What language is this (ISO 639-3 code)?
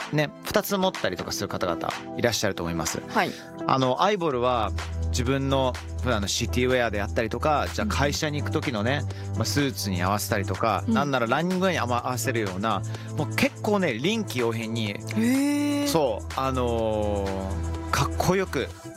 jpn